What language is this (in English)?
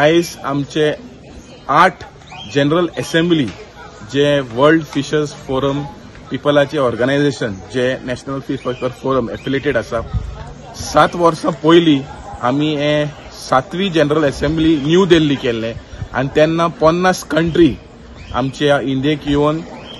Konkani